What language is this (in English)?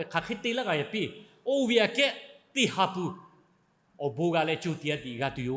Lahu